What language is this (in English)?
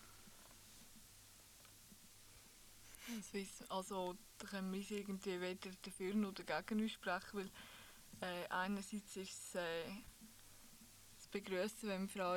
German